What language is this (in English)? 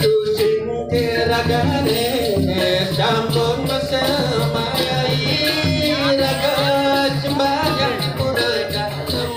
Balinese